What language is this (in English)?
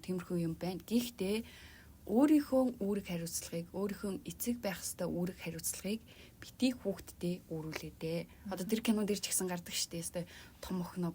Mongolian